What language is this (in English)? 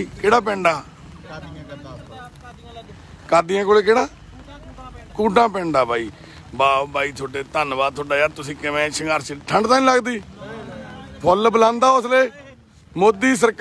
Punjabi